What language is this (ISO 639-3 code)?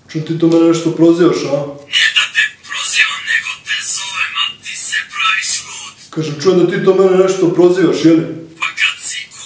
srp